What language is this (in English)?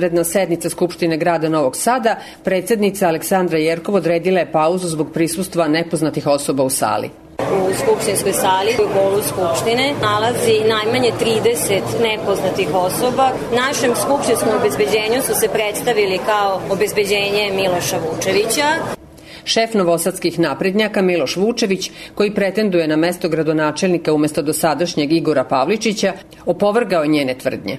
Serbian